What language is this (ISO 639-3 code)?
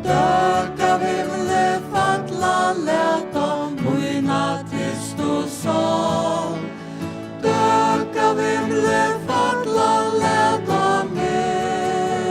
fao